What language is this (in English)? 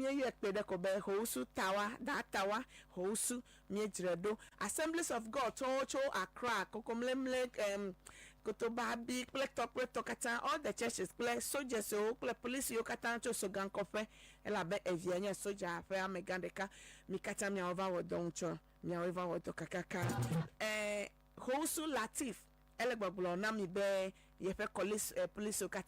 Ewe